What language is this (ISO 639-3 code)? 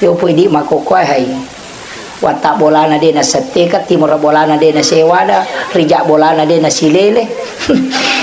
bug